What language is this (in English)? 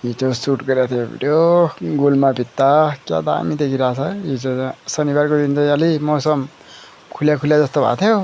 Nepali